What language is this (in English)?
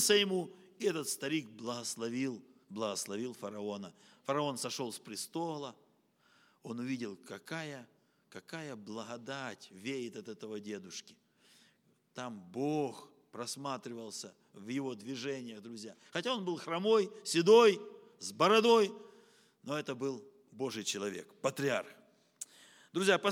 Russian